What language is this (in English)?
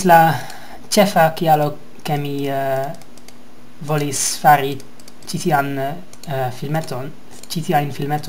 Esperanto